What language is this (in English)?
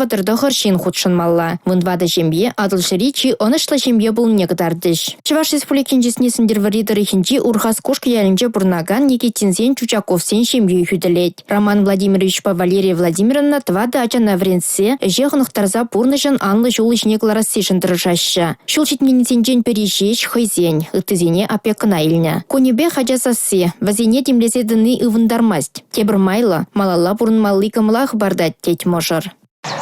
Chuvash